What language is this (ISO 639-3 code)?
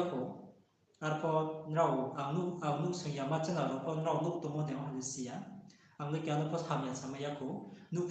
ria